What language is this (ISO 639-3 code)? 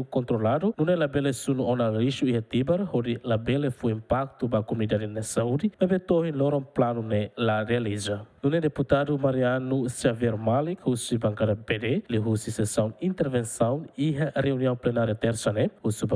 tet